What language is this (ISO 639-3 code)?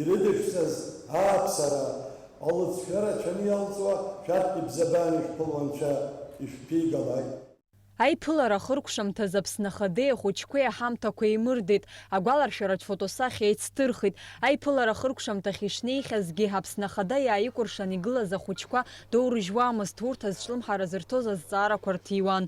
abk